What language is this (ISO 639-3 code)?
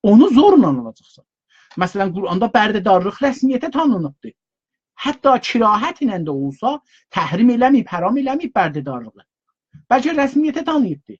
azb